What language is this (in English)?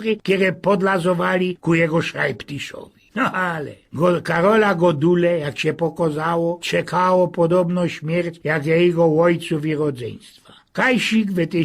Silesian